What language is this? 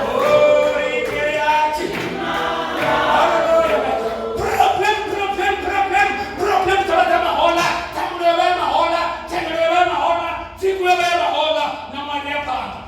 Venda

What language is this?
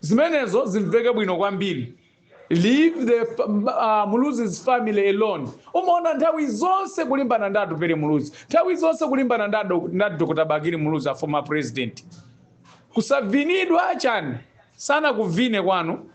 Nyanja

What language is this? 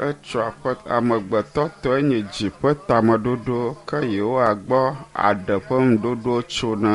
Ewe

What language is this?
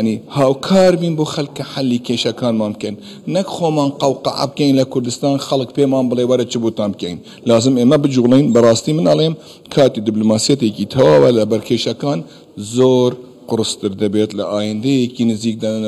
Central Kurdish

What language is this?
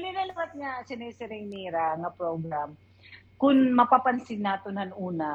Waray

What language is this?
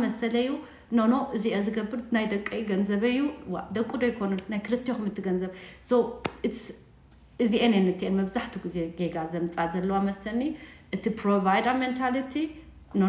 Tigrinya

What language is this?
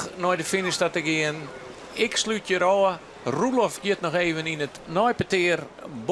Western Frisian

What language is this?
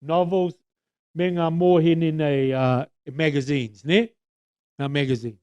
Māori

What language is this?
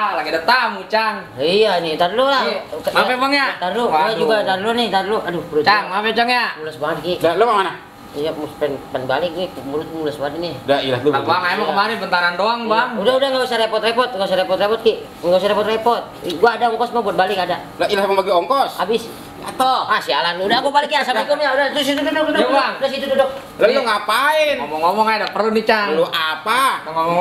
Betawi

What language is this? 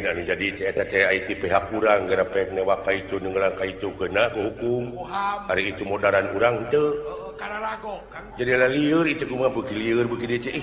Sundanese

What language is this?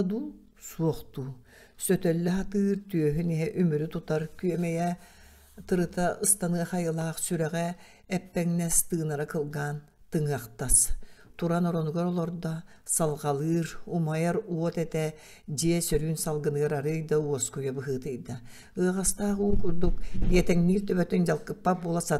Yakut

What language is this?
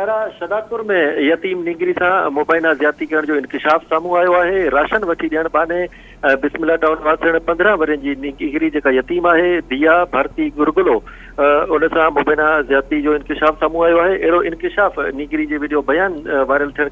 Sindhi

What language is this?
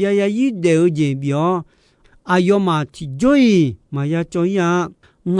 Akha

